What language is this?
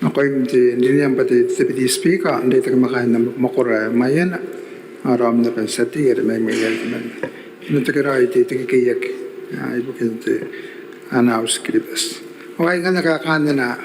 Gilbertese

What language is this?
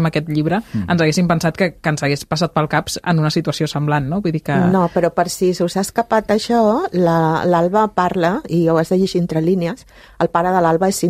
Catalan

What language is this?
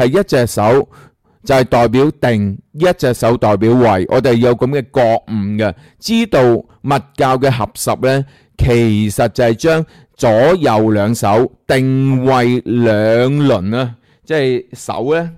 Cantonese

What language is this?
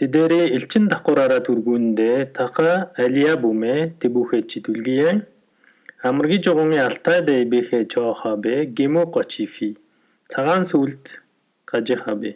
Mongolian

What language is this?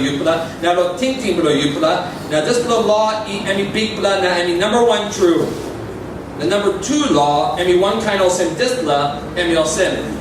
Tok Pisin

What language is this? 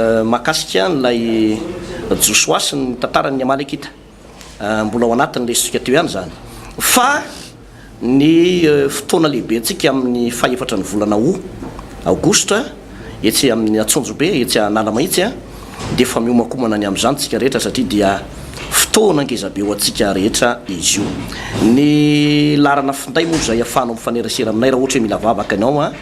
Malagasy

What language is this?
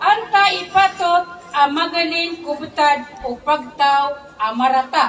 Maranao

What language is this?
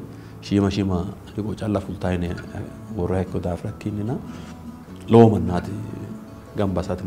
Sidamo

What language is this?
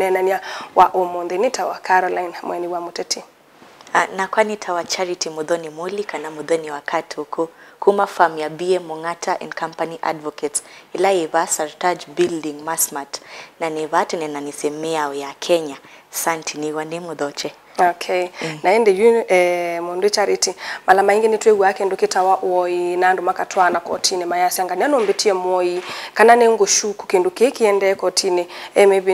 Kamba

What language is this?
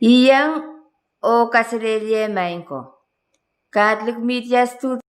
Pohnpeian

